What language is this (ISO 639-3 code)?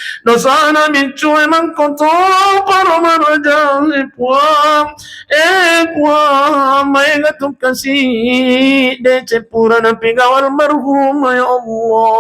bug